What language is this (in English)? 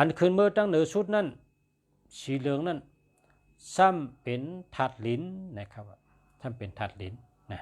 Shan